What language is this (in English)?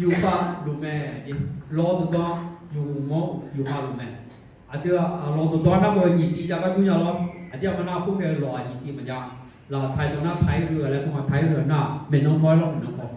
Akha